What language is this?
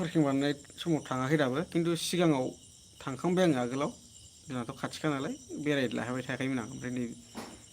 Bodo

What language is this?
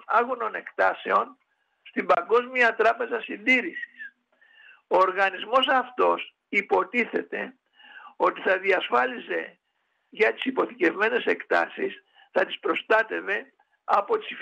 Greek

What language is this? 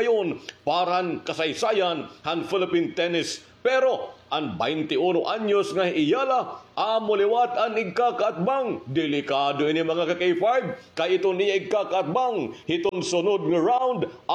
Waray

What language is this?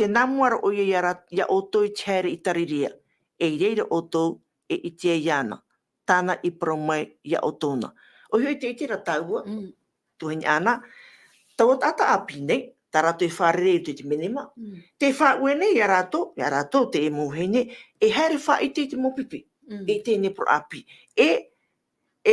Tahitian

